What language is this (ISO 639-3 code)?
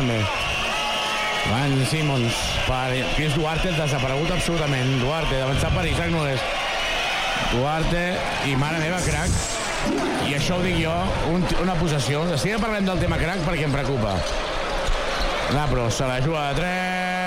cat